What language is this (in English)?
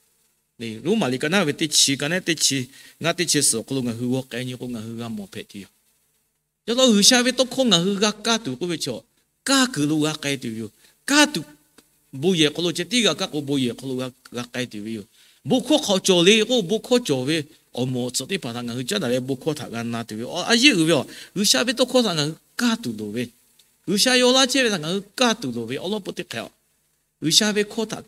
Lahu